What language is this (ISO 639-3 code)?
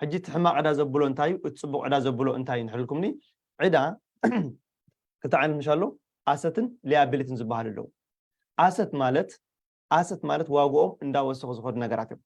tir